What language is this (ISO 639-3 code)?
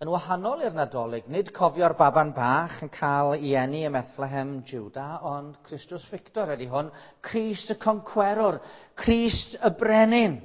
cym